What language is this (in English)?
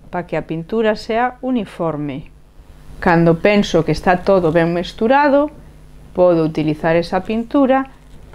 Galician